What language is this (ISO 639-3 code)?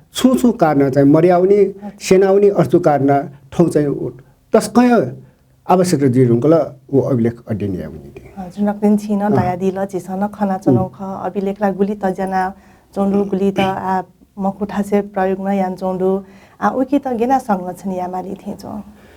new